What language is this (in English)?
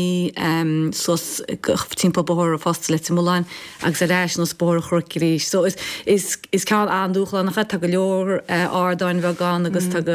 Irish